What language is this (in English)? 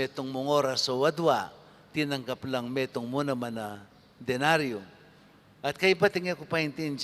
Pampanga